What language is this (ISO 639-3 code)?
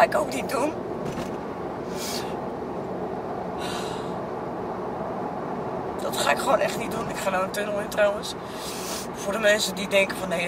nld